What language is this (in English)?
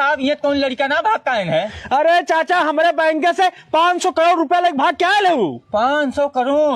Awadhi